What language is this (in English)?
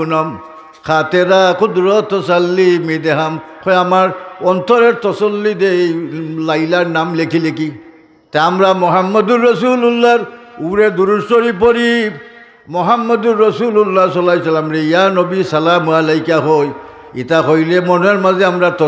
Sylheti